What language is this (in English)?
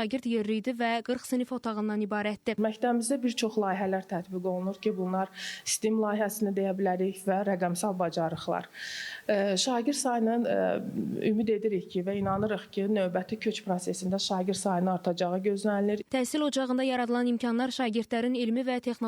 Azerbaijani